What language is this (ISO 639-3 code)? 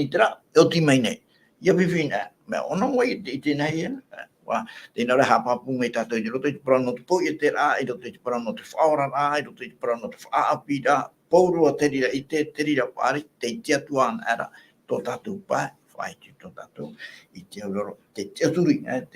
tah